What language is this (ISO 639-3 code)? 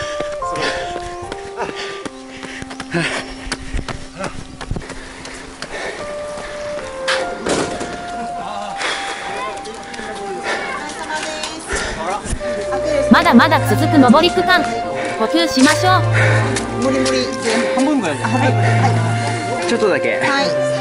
jpn